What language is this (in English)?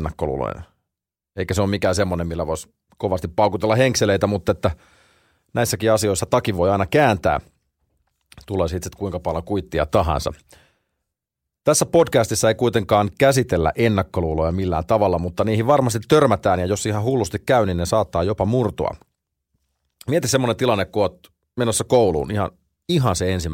Finnish